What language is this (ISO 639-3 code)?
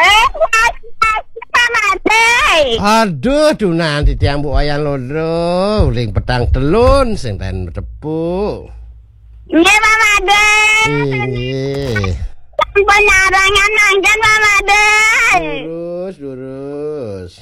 ban